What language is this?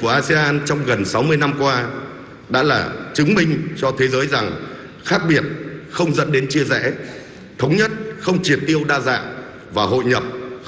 Vietnamese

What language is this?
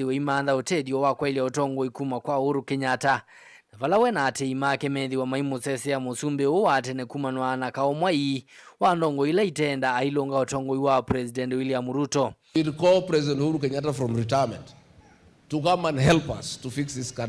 Kamba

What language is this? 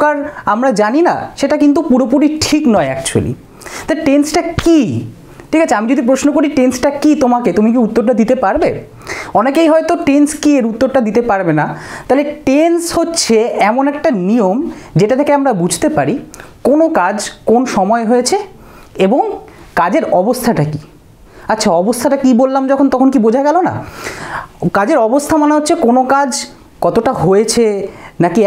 Bangla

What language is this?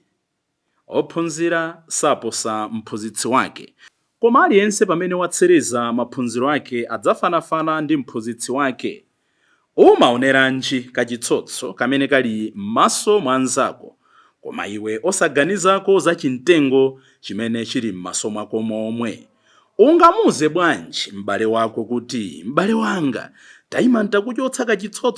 Nyanja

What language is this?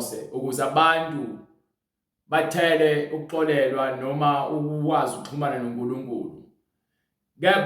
Zulu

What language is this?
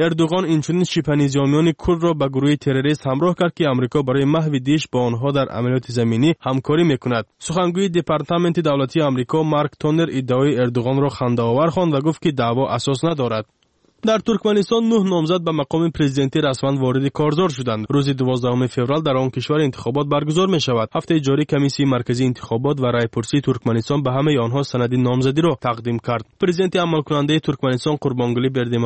Persian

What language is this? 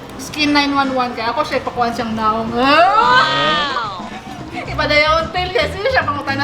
Cebuano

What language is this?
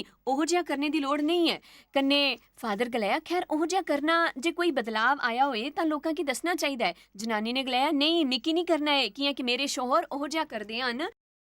Dogri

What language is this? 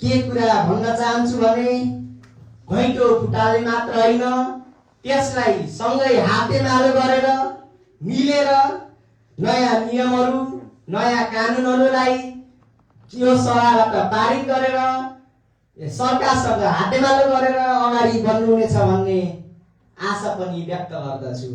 Nepali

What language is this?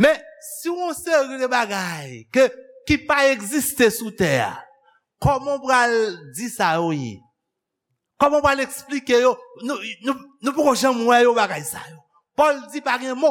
Haitian Creole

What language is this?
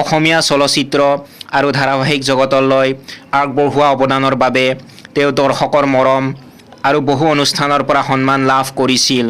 Assamese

